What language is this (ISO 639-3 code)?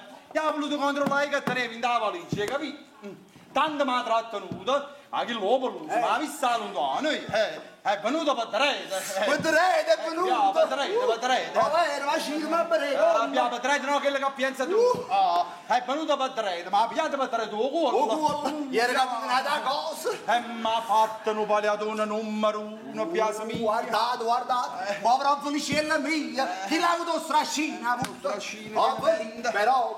nap